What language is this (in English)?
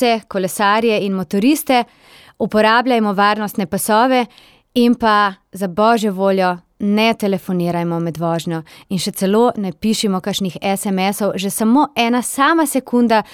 Slovenian